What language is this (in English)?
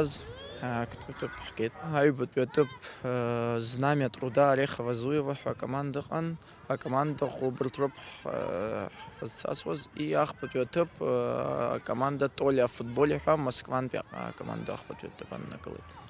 Abkhazian